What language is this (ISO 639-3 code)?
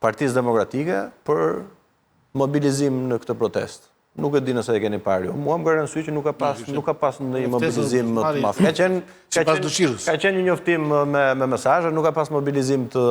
sqi